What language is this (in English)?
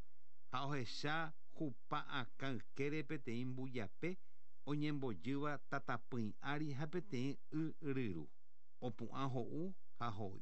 Guarani